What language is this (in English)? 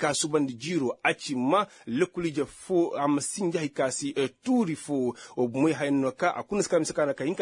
Koyraboro Senni